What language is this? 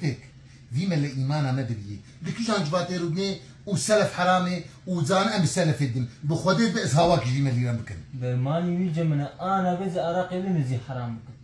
Kurdish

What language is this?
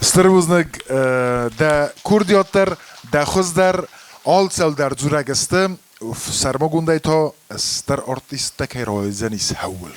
Ossetic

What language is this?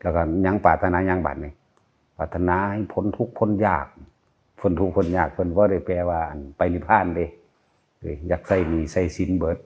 Northeastern Thai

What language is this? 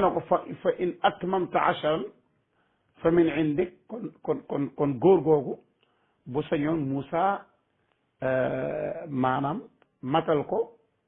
Wolof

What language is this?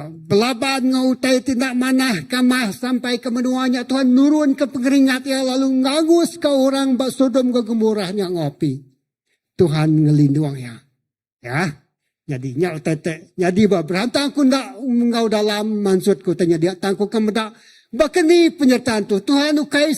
Iban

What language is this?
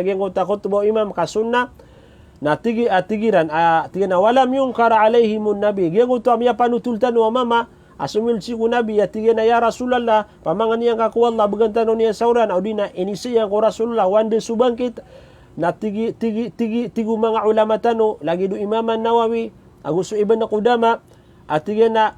Maranao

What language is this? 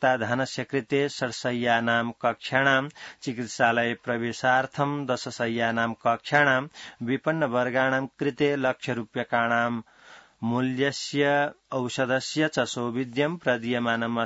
Sanskrit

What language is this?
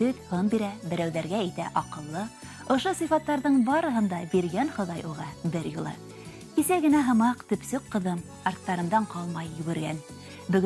Bashkir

